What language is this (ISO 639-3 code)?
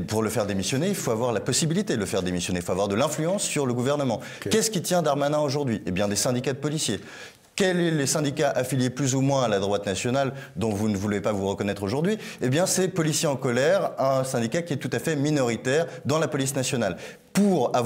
fra